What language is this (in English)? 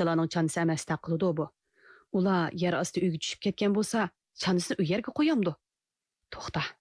Uyghur